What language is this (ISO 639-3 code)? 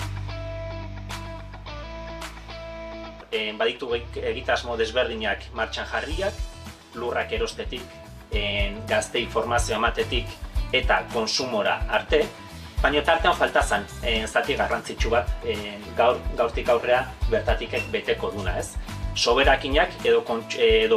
eus